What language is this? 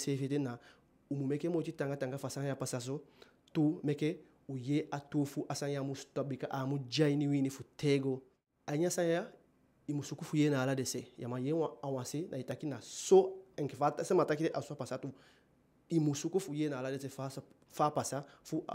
Eastern Maroon Creole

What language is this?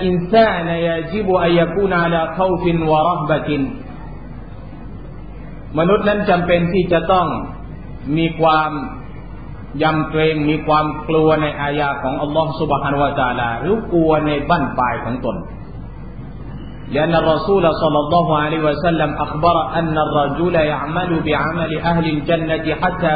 Thai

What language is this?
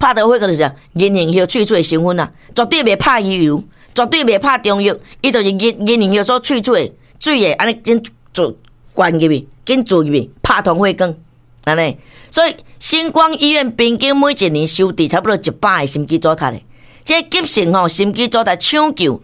Min Nan Chinese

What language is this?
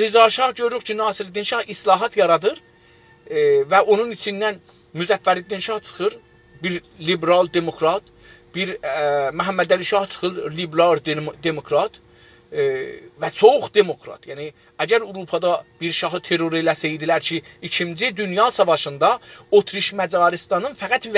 South Azerbaijani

